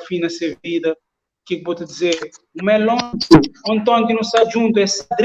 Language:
Kabuverdianu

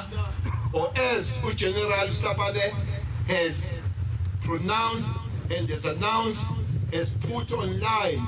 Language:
English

